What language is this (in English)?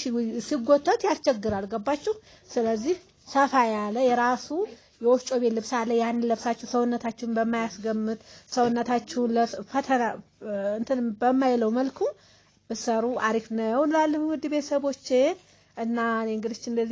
Amharic